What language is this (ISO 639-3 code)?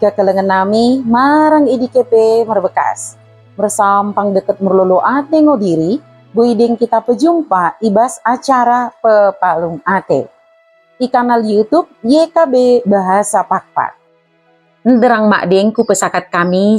btd